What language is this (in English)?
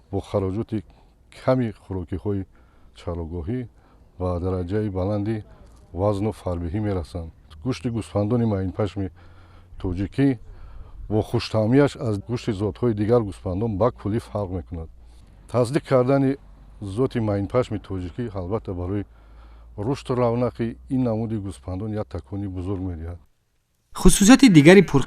Tajik